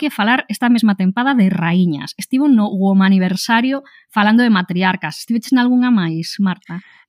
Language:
Galician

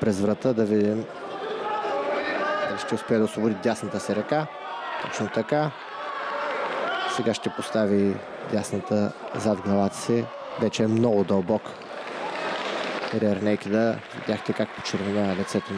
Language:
Bulgarian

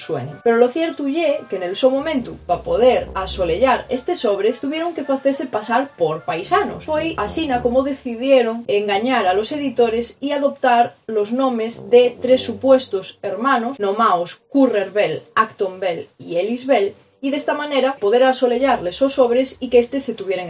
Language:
Asturian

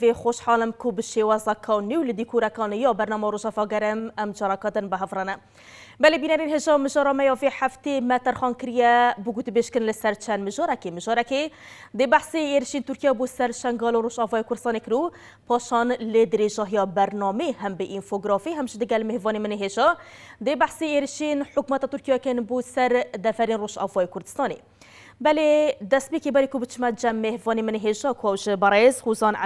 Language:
Kurdish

